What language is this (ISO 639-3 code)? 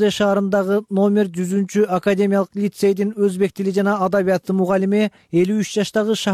kir